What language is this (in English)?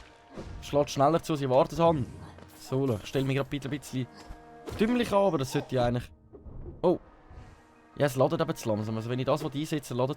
Swiss German